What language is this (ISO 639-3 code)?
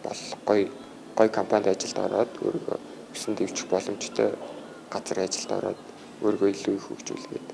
mon